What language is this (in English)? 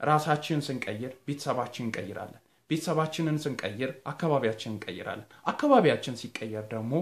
Amharic